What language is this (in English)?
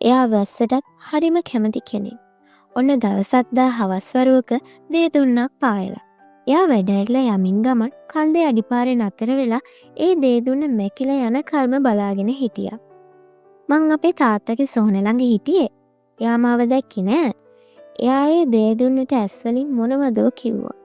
Sinhala